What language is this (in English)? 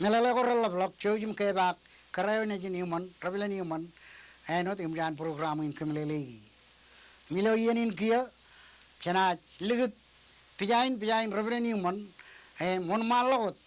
Marshallese